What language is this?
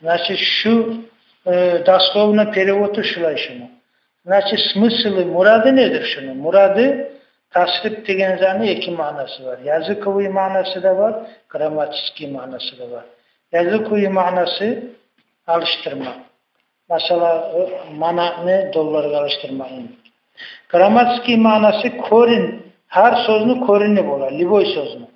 Kumyk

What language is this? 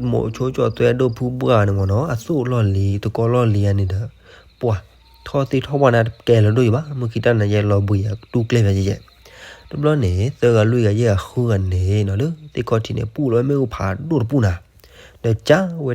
S'gaw Karen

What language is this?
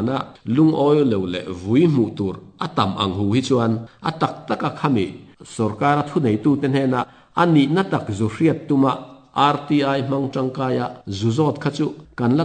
Mizo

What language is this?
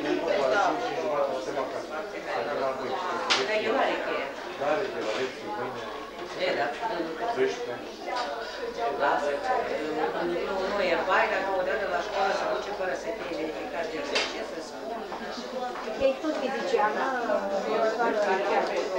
Romanian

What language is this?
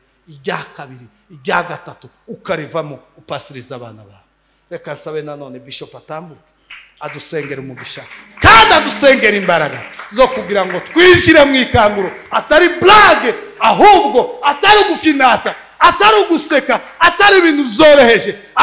Kinyarwanda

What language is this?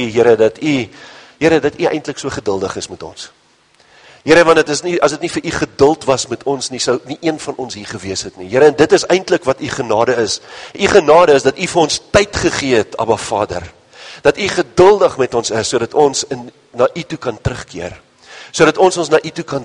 Afrikaans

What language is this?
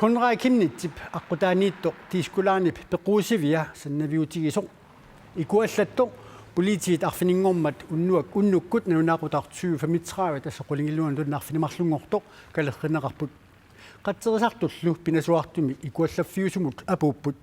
Kalaallisut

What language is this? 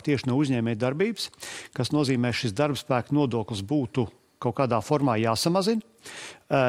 Latvian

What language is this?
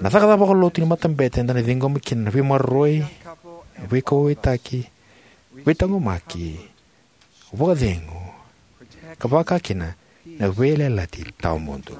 Fijian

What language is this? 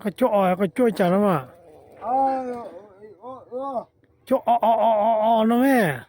Hmong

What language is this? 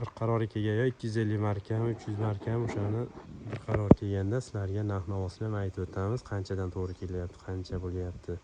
Uzbek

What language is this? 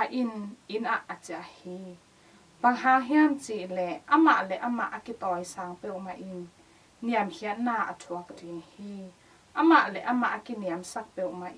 Tedim Chin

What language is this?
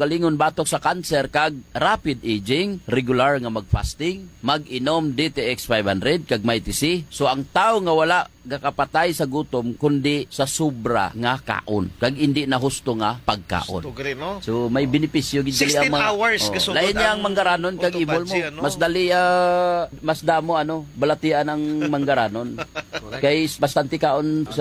Hiligaynon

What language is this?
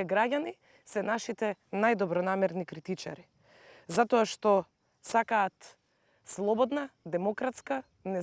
Macedonian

